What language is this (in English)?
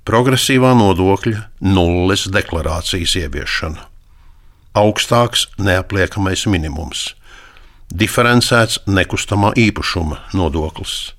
Latvian